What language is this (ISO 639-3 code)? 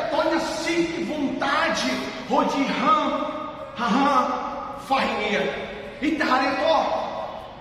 tet